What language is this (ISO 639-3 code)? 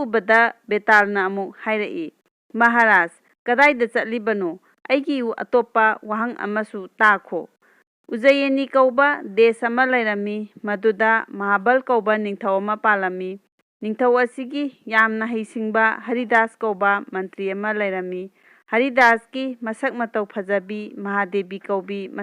mni